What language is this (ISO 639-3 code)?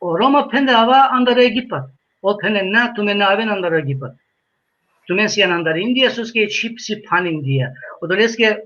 rmn